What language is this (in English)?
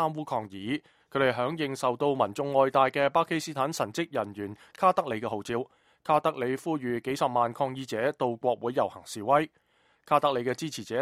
Cantonese